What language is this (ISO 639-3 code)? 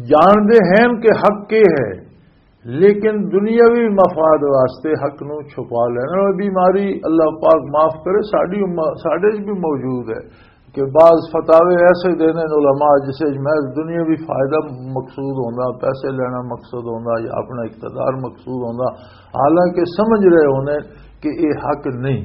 lah